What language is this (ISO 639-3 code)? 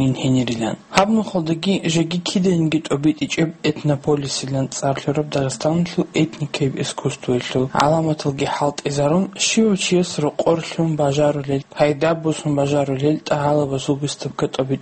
ava